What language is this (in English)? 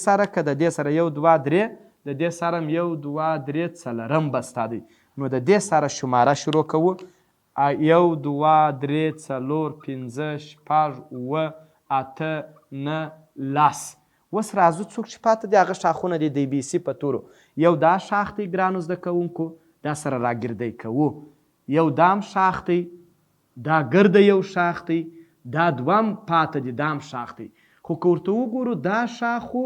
Pashto